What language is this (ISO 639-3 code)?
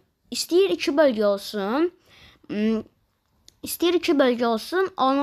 aze